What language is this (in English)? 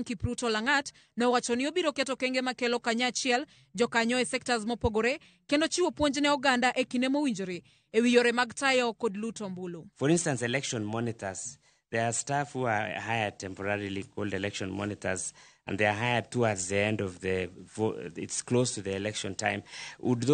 Luo (Kenya and Tanzania)